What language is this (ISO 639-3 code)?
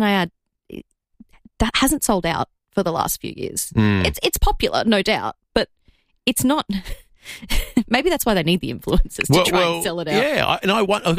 eng